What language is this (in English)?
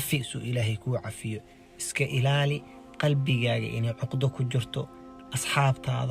Somali